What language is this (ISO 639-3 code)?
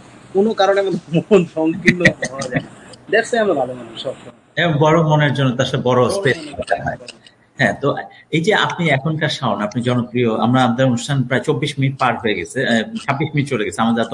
ben